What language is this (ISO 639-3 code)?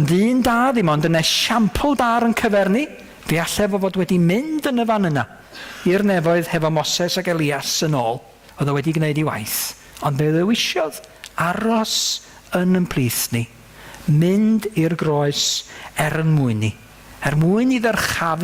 cym